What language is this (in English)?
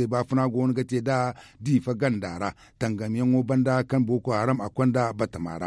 Zarma